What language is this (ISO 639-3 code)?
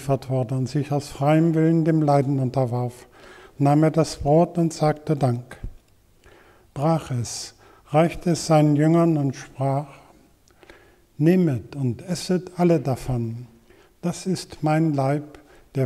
deu